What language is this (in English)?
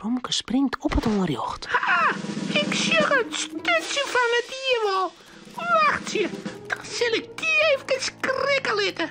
Western Frisian